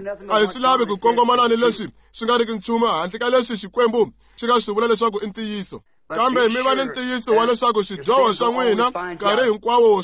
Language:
Tsonga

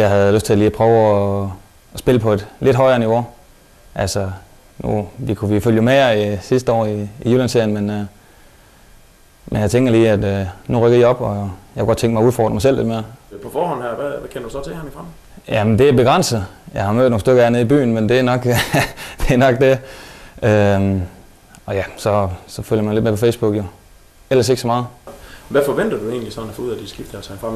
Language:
Danish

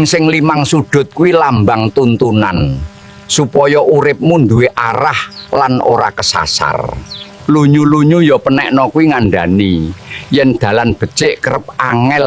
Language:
Javanese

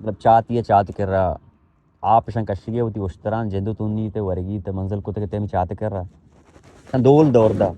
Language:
Baluchi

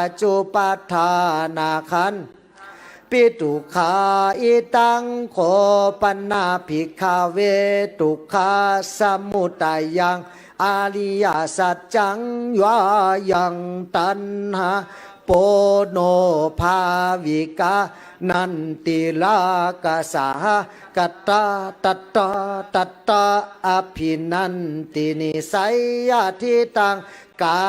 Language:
Pali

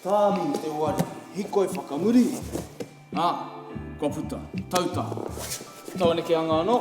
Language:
Māori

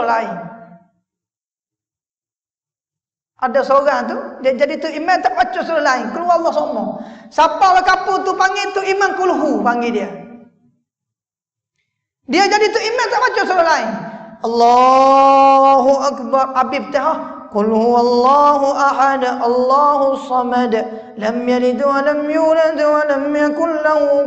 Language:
Malay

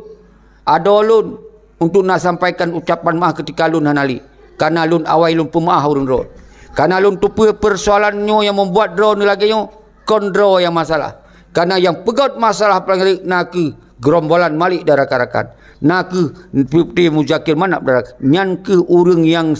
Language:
Achinese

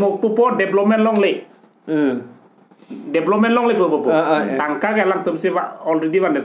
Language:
Karbi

